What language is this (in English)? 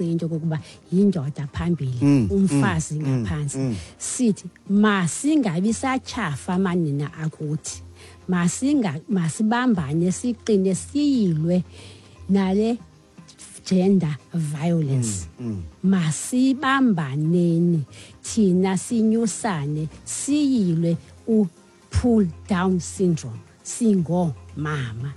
Xhosa